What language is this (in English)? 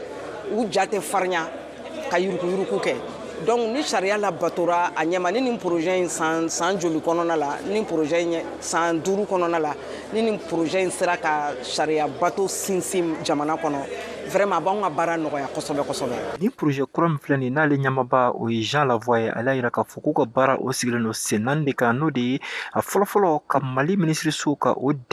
Bambara